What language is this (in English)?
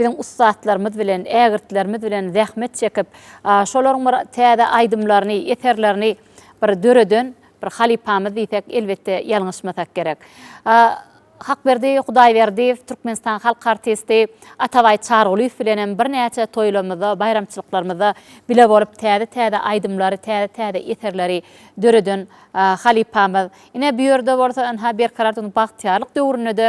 Turkmen